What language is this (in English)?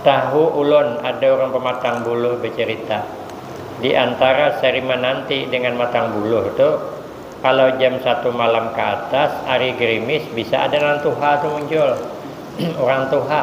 Banjar